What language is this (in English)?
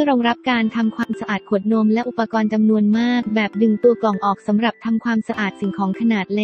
Thai